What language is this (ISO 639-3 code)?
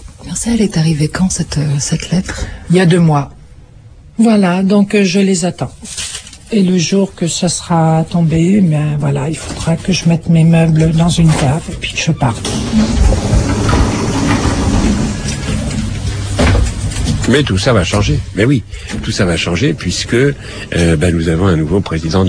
fra